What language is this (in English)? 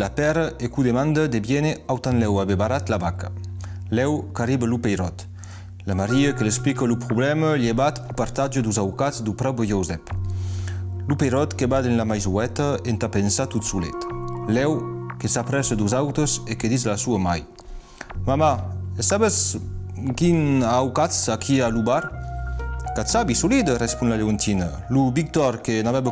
Occitan